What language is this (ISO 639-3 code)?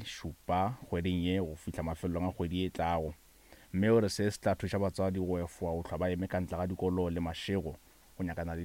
nso